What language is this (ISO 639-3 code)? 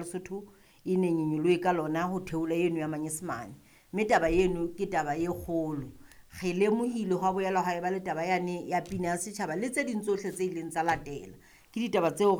sot